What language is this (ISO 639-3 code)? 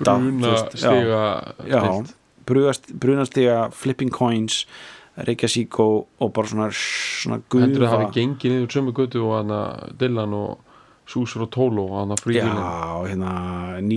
isl